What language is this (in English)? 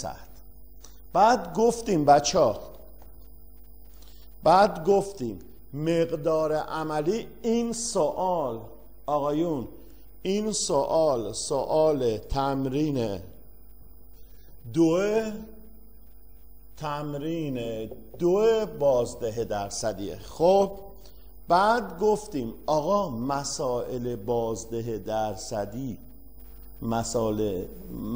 Persian